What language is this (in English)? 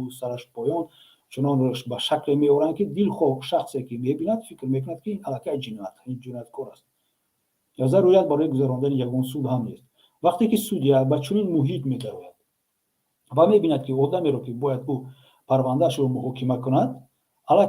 Tajik